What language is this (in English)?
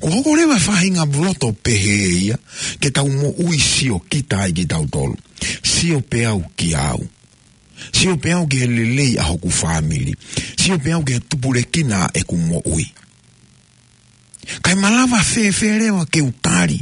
Tongan